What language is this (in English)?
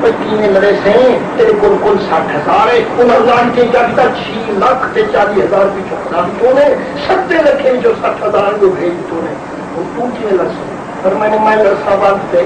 Saraiki